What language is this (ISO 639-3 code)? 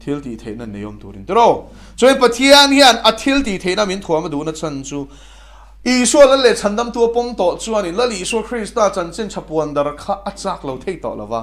lus